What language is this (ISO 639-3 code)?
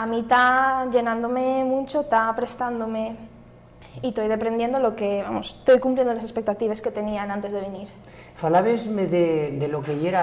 ast